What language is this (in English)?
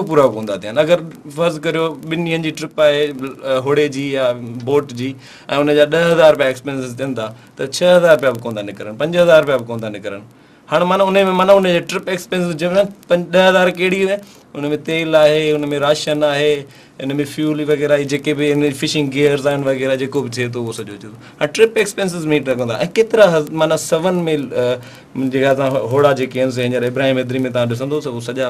Sindhi